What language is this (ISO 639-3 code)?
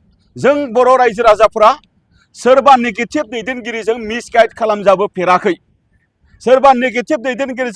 brx